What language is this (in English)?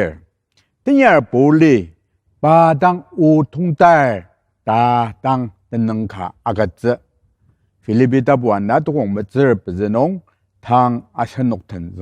Ao Naga